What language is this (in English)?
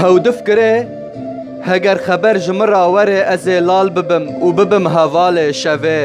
Kurdish